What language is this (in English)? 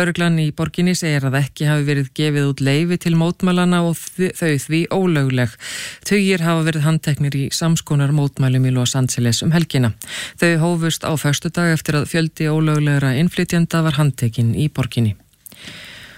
Icelandic